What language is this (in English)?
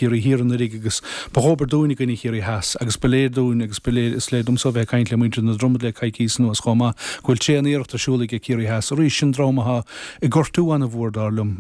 Irish